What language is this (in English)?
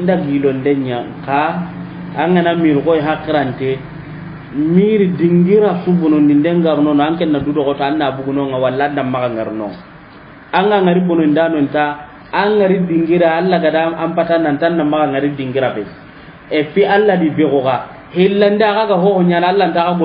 Soninke